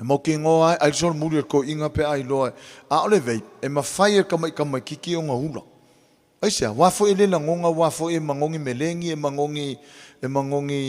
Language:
Samoan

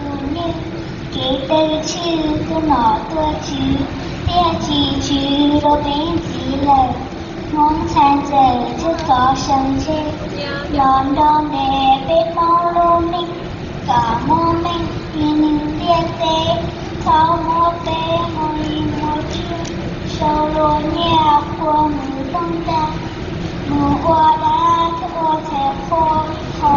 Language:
Hmong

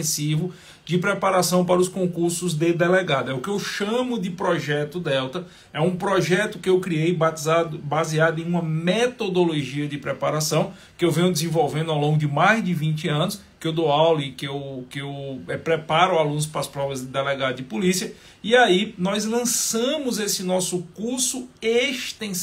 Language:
Portuguese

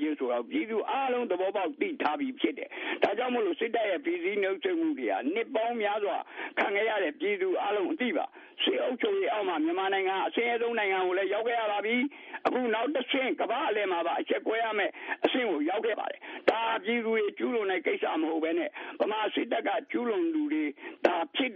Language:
Burmese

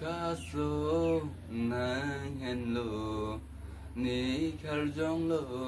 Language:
Karbi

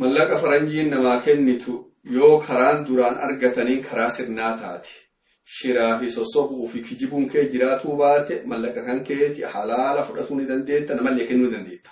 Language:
Oromo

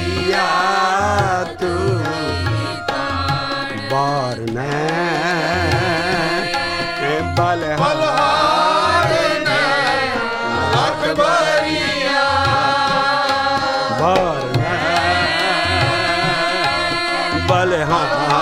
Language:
Punjabi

